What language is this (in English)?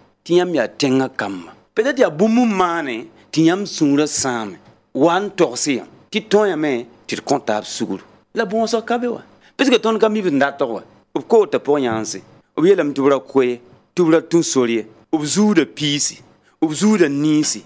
Mossi